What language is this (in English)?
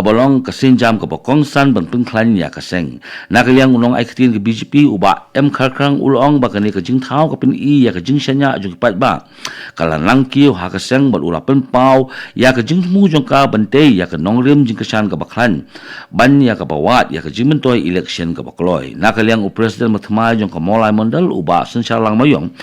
Khasi